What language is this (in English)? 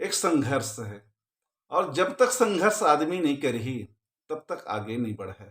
Chhattisgarhi